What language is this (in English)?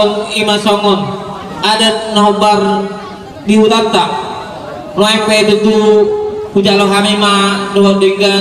Batak Toba